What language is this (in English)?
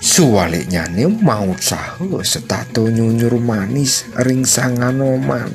Balinese